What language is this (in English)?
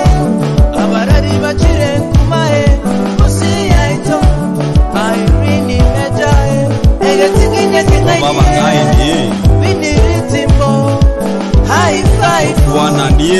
Gusii